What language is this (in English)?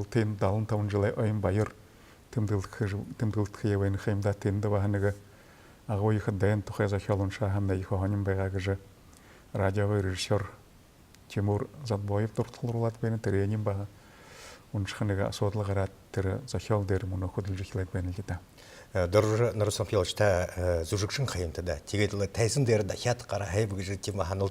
Buriat